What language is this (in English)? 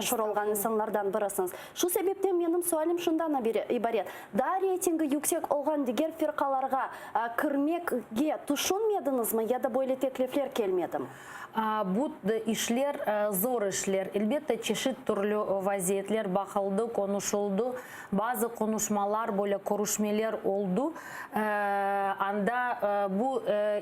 Crimean Tatar